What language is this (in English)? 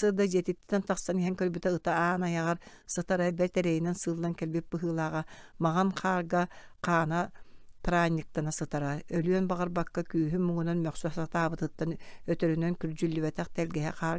Yakut